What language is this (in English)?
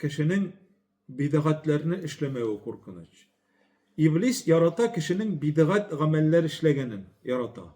Tatar